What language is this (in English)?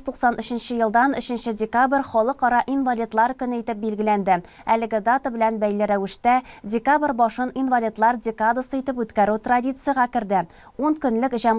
Tatar